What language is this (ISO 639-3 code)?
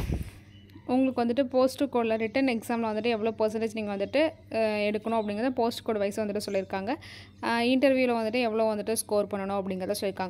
tam